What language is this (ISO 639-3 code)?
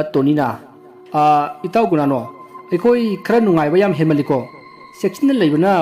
mni